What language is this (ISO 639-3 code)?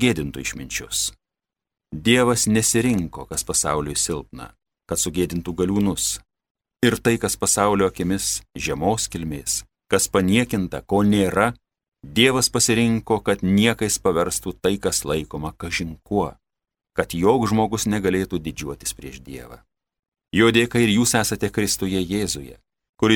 lit